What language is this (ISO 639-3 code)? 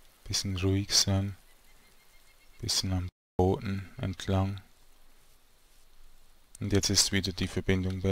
deu